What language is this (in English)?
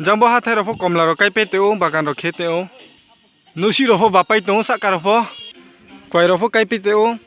Riang (India)